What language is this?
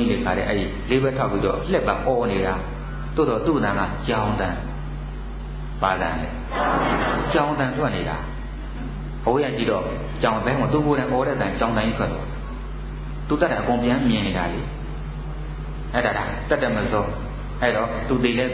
Burmese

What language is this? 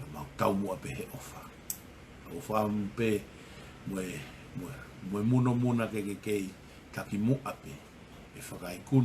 Tongan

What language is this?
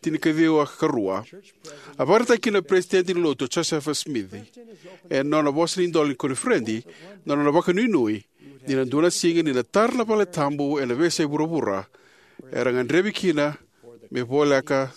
Fijian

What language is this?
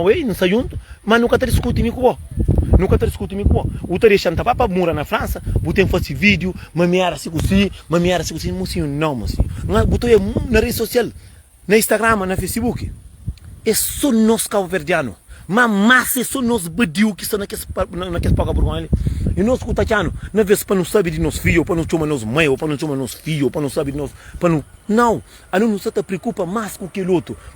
Kabuverdianu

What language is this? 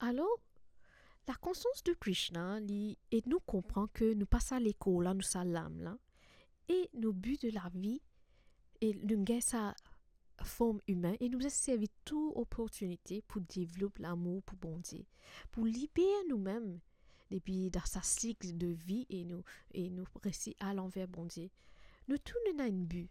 Morisyen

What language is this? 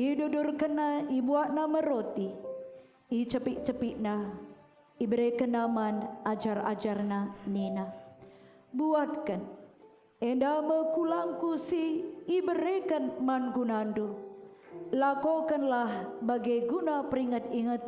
Batak Karo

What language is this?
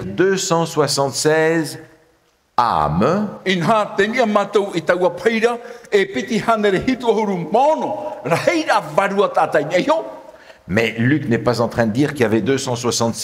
Tahitian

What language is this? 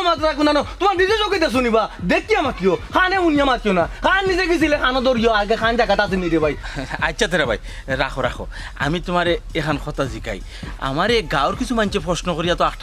Sylheti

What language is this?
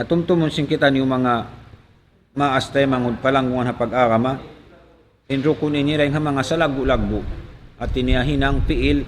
Tausug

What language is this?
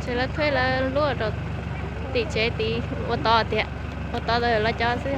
Hmong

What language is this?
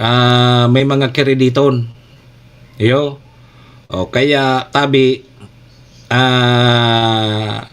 Bikol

